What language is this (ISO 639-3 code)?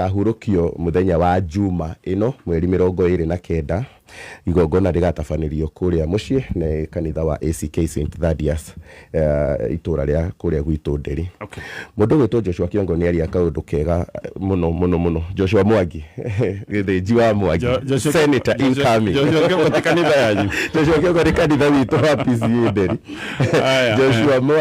kik